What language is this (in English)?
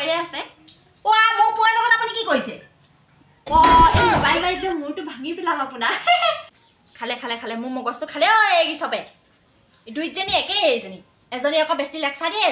Assamese